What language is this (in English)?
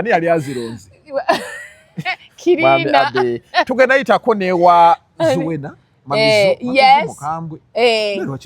Ganda